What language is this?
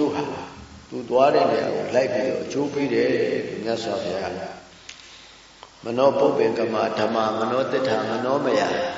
Burmese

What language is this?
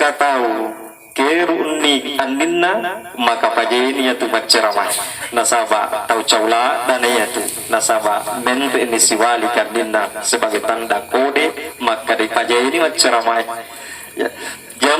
Buginese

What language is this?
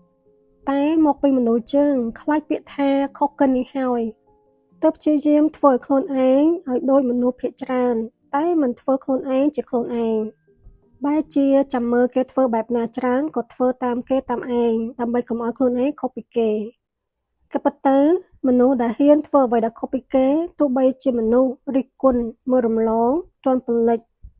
Khmer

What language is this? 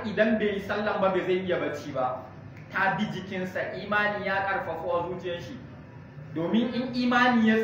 Hausa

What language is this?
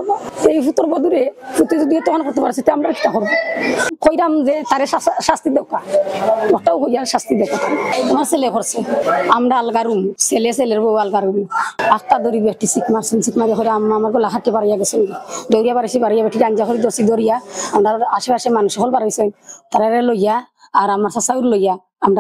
Sylheti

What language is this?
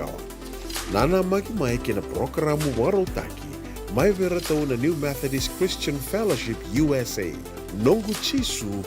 Fijian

